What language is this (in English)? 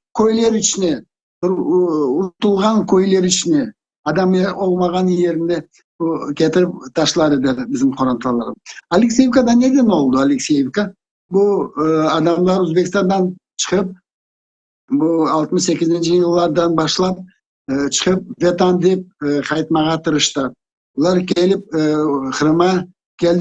Crimean Tatar